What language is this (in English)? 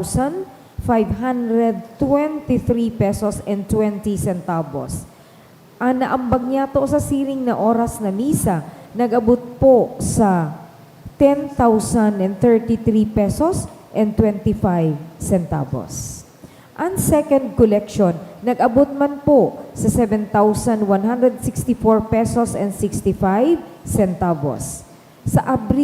Bikol